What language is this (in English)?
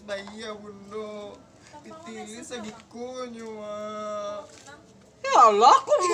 Minangkabau